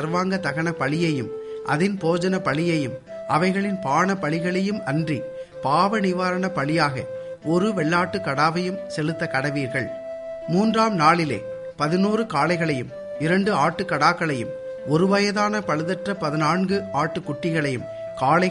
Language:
Tamil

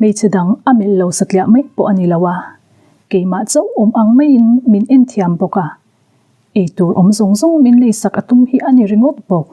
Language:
Mizo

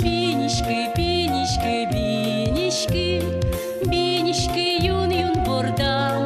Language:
Udmurt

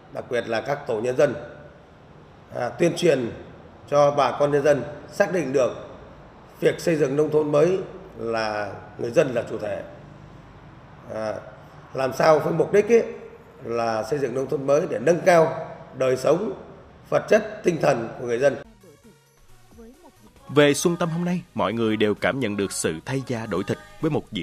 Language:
Vietnamese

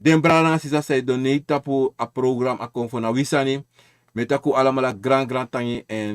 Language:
Sranan Tongo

